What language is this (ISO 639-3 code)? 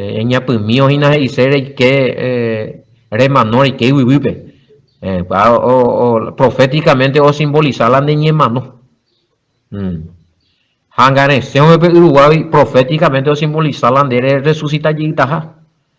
grn